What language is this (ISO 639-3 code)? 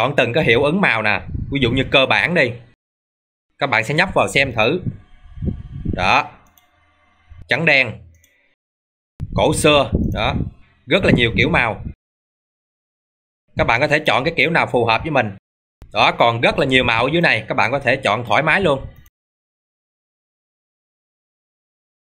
vie